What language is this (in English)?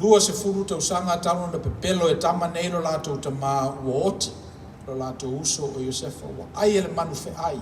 Samoan